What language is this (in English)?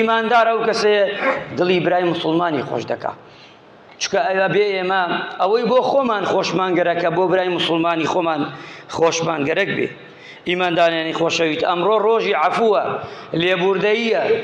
Central Kurdish